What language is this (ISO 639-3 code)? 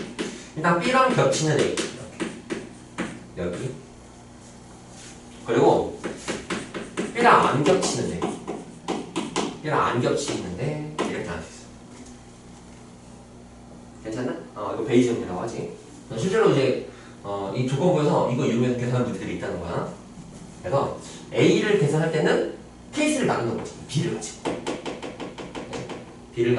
kor